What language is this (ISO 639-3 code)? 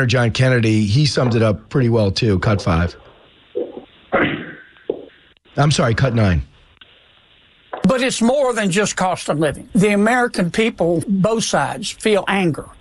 eng